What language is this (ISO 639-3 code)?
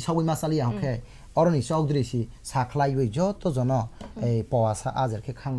trp